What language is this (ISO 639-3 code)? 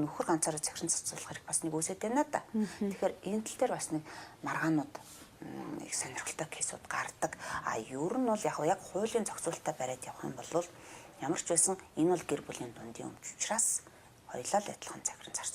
mon